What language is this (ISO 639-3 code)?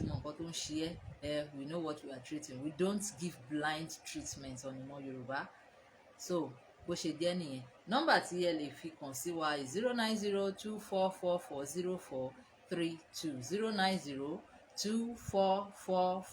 yor